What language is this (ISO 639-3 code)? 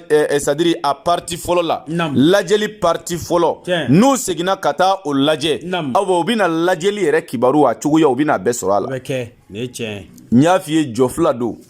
bam